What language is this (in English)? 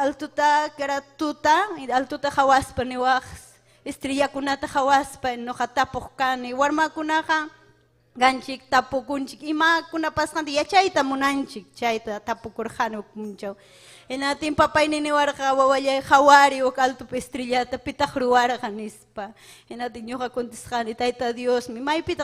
Ayacucho Quechua